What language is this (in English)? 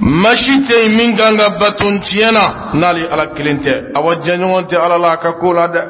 Bambara